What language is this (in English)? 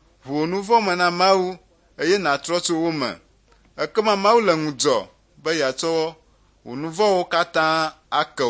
Ewe